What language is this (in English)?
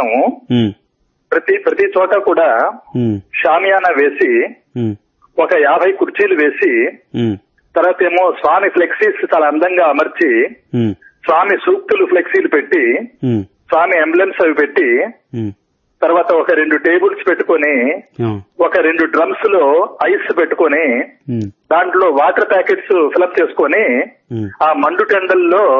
Telugu